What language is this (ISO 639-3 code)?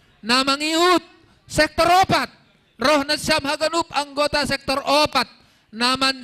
bts